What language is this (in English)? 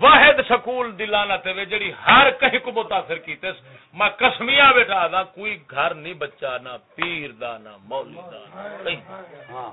Saraiki